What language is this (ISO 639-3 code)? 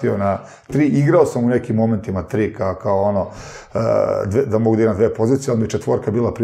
srp